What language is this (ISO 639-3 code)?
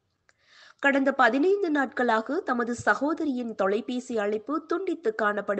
tam